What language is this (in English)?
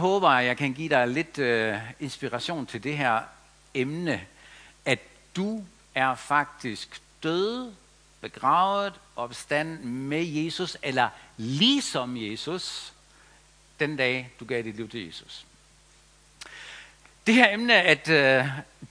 Danish